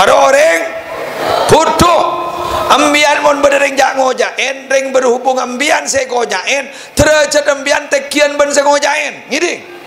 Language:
Madurese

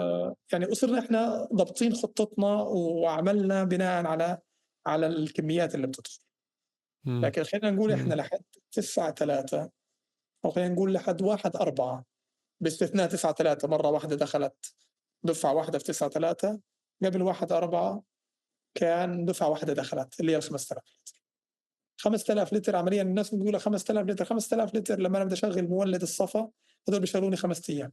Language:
North Levantine Arabic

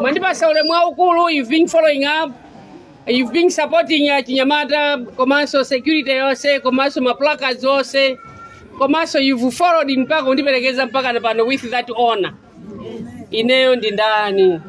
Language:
Nyanja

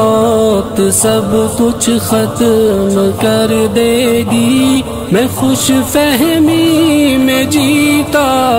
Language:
Urdu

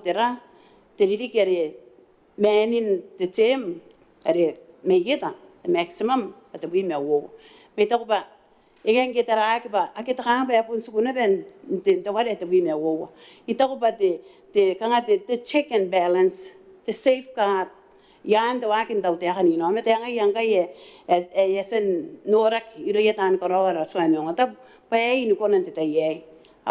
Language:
Gilbertese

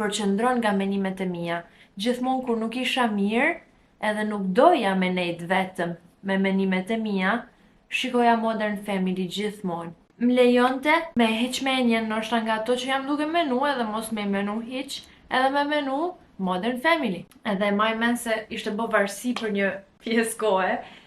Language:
Albanian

